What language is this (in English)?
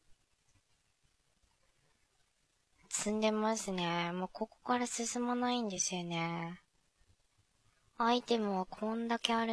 Japanese